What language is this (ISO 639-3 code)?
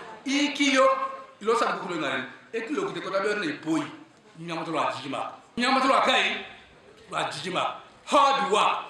teo